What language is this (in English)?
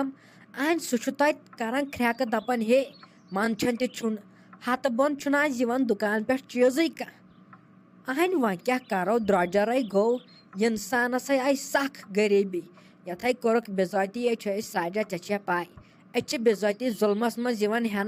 Kashmiri